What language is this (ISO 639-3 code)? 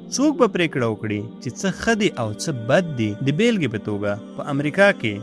pus